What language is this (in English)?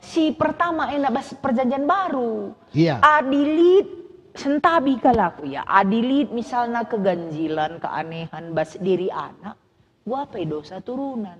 Batak Karo